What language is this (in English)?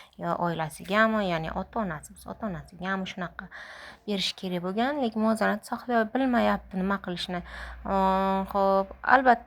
Uzbek